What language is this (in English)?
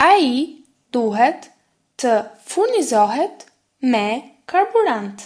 Albanian